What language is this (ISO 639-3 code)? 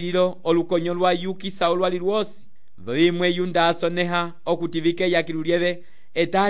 umb